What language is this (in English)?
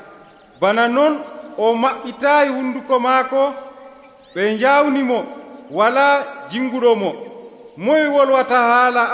Nigerian Fulfulde